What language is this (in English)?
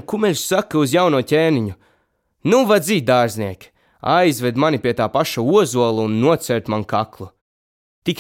Latvian